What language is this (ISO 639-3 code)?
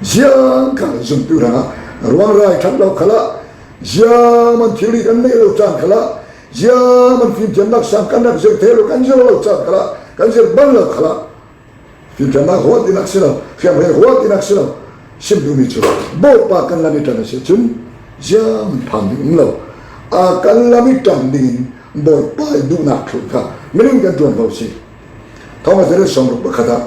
cfm